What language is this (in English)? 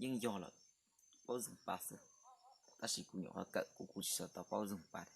Hmong